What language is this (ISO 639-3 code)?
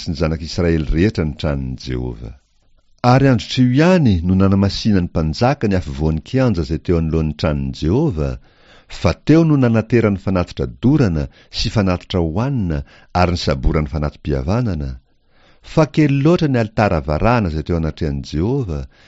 mlg